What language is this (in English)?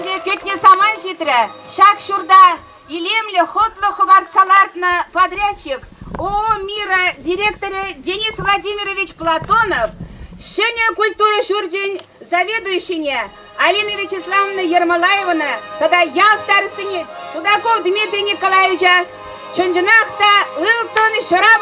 Chuvash